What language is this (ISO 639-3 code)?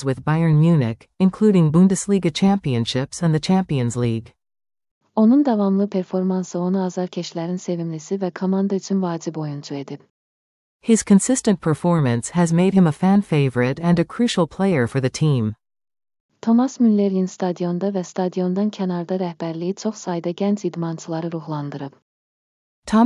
aze